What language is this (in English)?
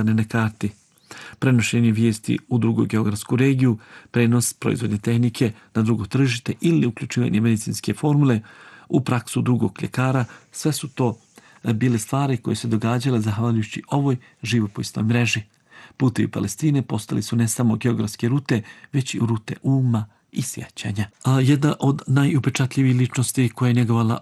Bosnian